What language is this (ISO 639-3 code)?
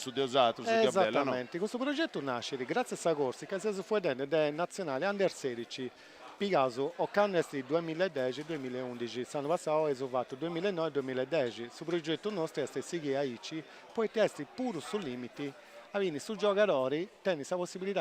srd